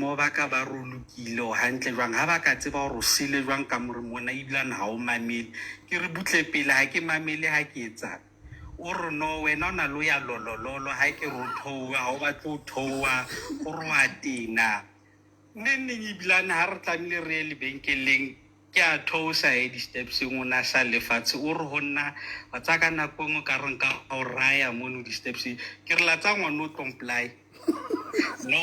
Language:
Southern Sotho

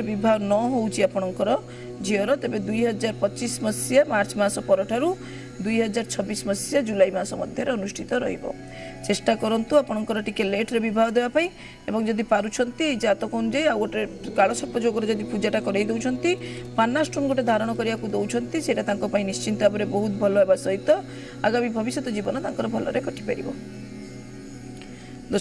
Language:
Odia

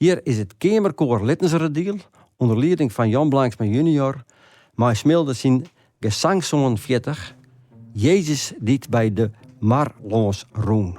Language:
Western Frisian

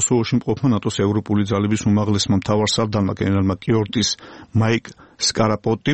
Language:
Georgian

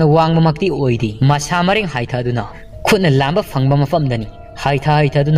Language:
Manipuri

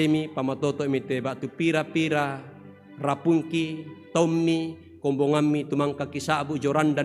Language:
Toraja-Sa'dan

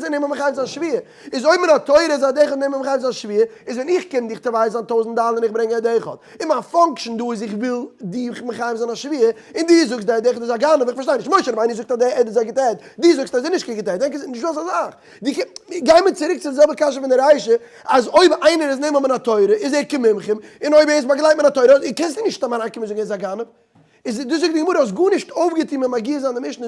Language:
Yiddish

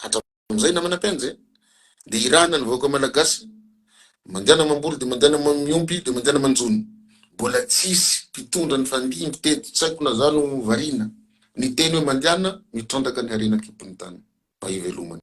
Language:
Malagasy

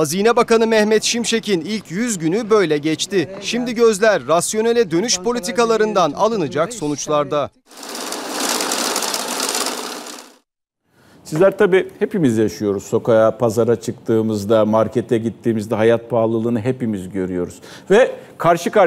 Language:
Turkish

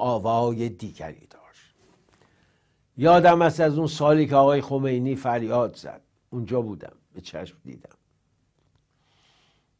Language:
Persian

